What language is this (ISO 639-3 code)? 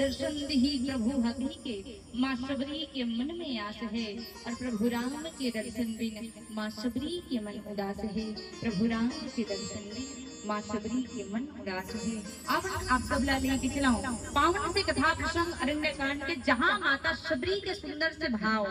hne